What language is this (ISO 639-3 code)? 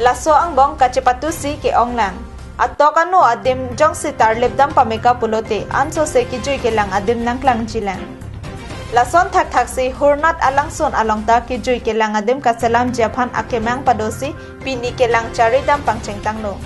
mjw